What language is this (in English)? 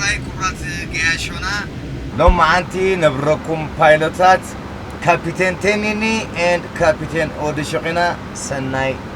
Tigrinya